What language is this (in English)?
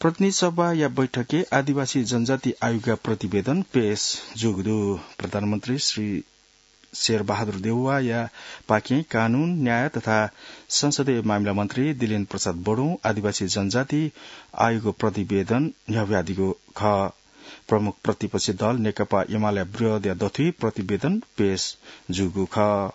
Newari